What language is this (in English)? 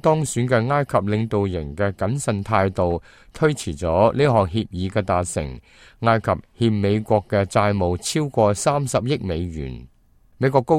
Cantonese